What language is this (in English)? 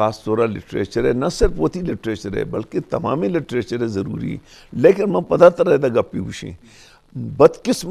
Eastern Balochi